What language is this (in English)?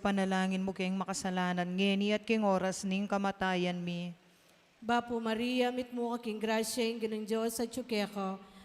Pampanga